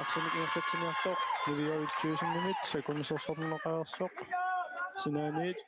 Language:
Kalaallisut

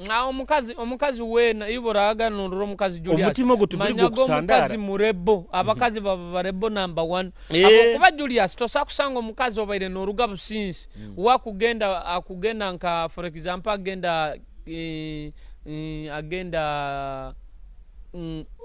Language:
Nyoro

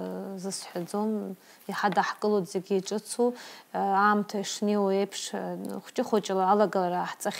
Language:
Abkhazian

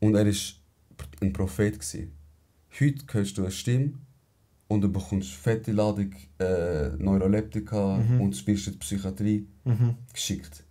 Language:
Swiss German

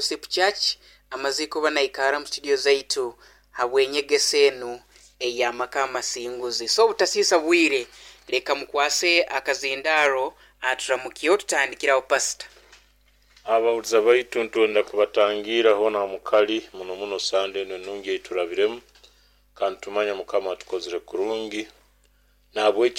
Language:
Nyoro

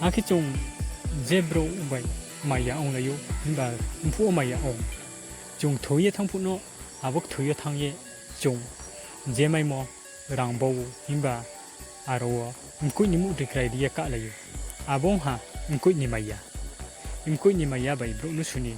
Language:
Riang (India)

